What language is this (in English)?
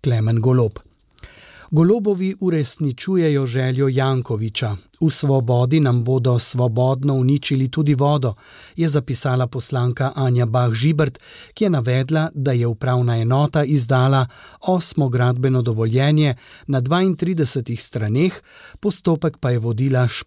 Slovenian